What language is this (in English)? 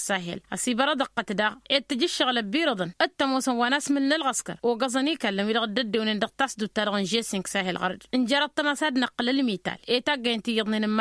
Tamasheq